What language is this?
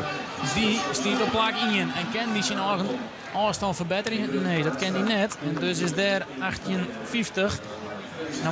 Western Frisian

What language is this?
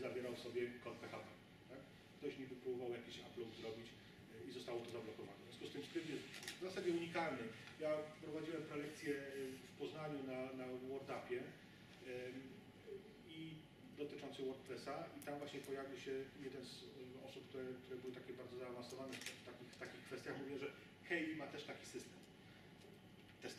Polish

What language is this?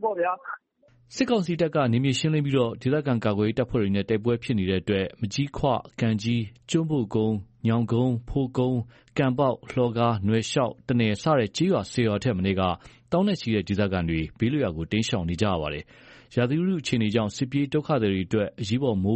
Burmese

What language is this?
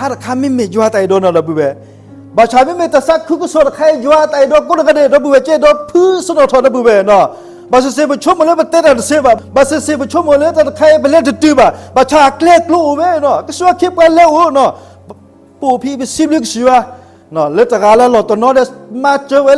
S'gaw Karen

